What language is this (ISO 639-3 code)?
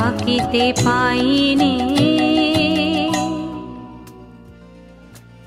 ben